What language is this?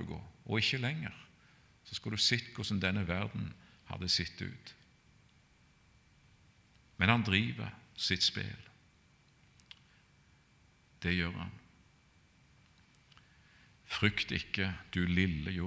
Norwegian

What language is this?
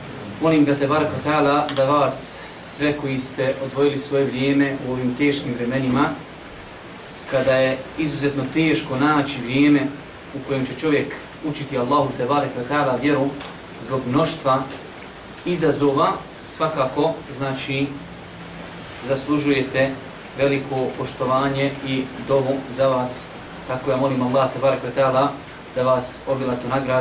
Bosnian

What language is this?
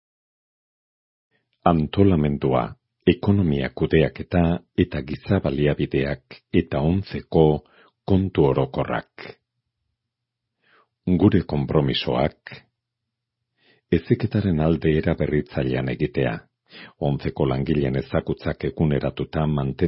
Basque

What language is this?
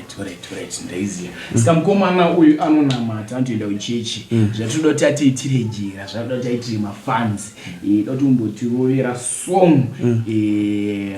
Shona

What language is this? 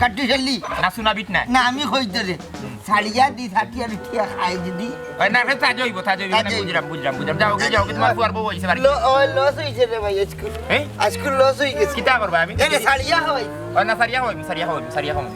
Sylheti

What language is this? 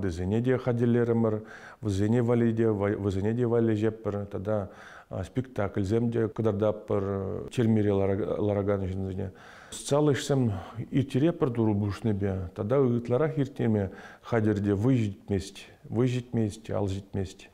Chuvash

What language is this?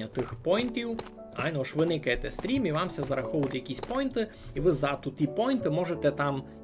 Rusyn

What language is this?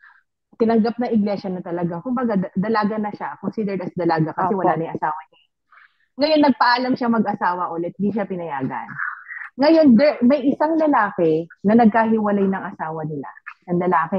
Filipino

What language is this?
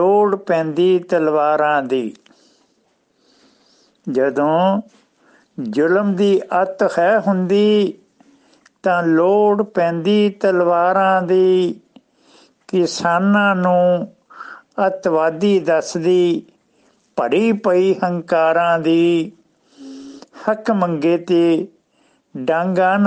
Punjabi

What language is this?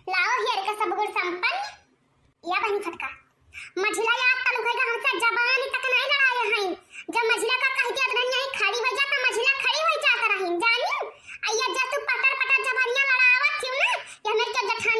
Awadhi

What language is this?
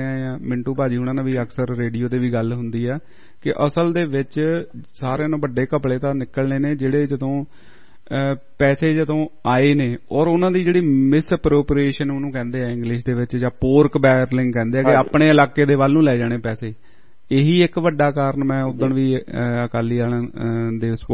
Punjabi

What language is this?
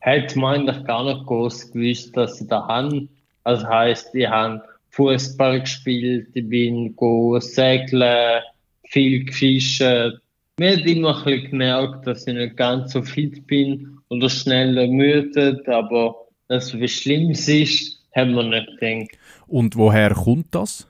Swiss German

